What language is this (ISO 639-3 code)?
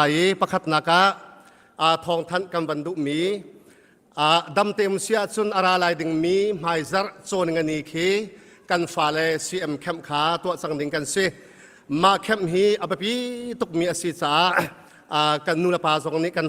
cnh